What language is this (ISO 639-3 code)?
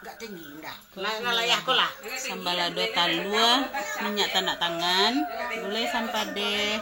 min